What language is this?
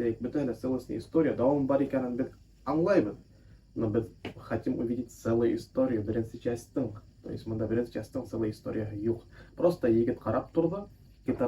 Bashkir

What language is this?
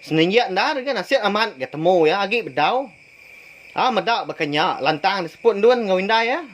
Iban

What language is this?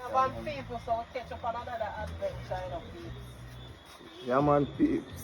Jamaican Creole English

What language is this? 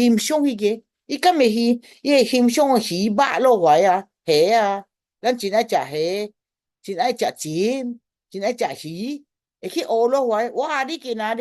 Min Nan Chinese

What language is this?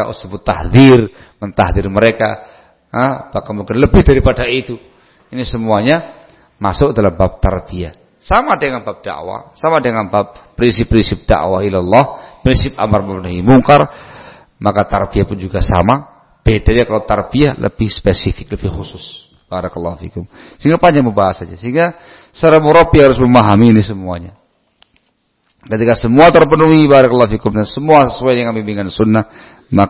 Indonesian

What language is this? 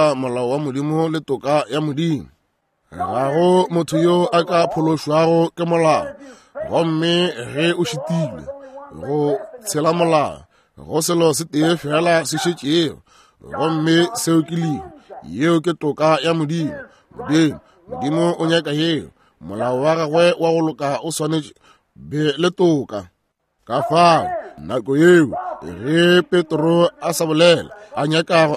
Northern Sotho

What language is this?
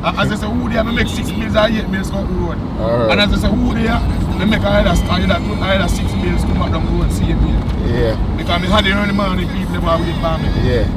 Jamaican Creole English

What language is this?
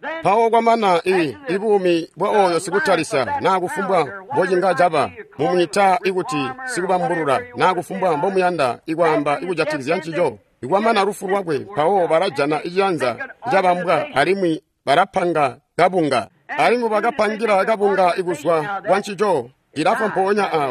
Tonga (Zambia)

